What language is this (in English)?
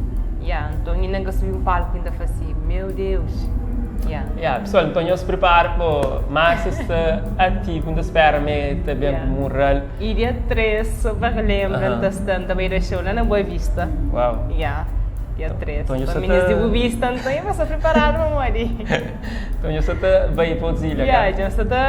Kabuverdianu